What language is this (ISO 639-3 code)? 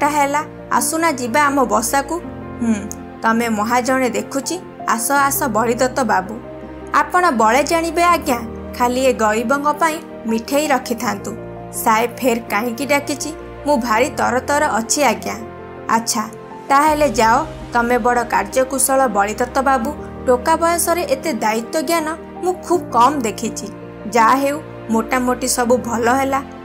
ori